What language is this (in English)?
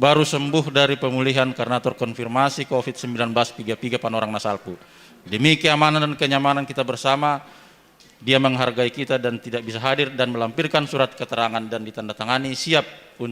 Batak Simalungun